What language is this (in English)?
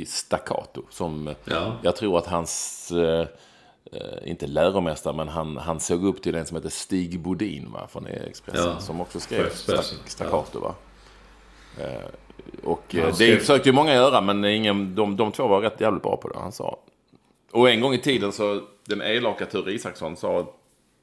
Swedish